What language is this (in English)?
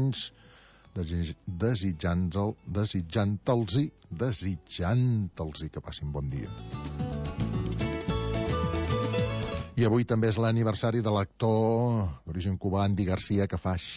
Catalan